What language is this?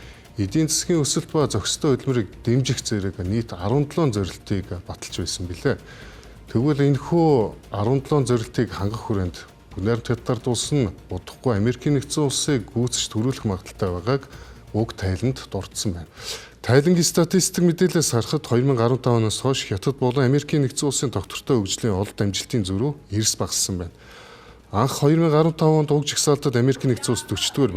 Mongolian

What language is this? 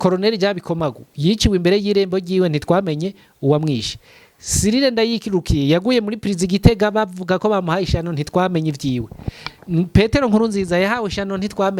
Rundi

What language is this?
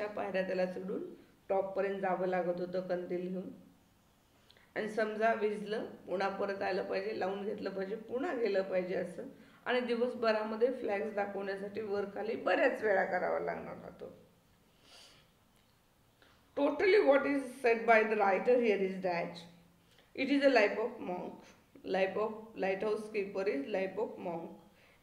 Marathi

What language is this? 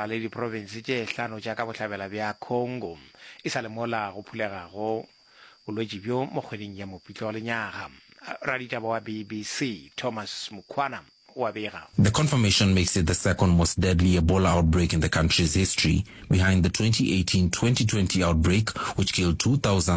Northern Sotho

